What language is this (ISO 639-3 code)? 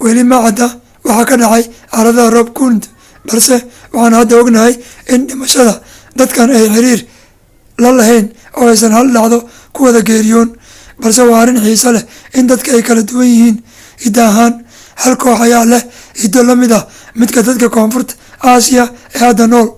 som